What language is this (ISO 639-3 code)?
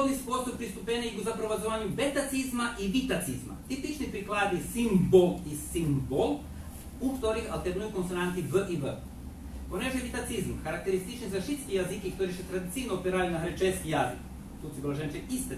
rue